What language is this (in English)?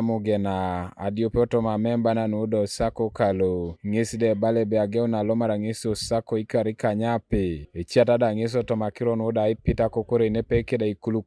Teso